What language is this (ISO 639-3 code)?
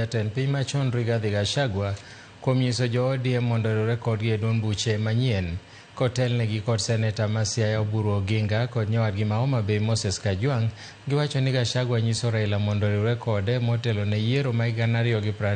luo